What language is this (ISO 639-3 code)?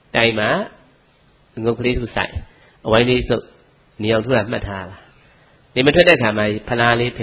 mya